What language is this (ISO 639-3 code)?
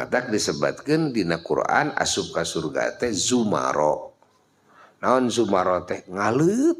sun